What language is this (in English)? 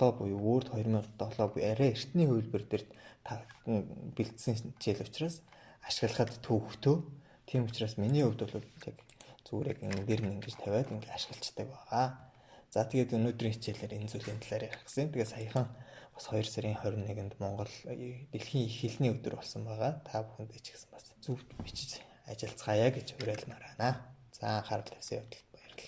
Mongolian